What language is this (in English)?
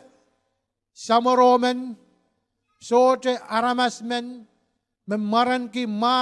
Pohnpeian